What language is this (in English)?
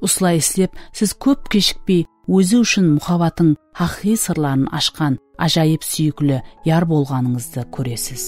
Kara-Kalpak